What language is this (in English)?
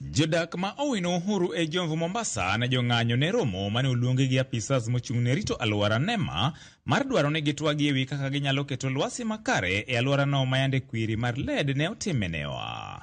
Luo (Kenya and Tanzania)